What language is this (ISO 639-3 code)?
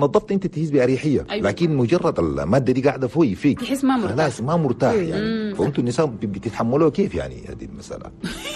shu